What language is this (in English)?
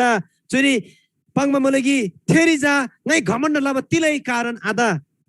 Eastern Tamang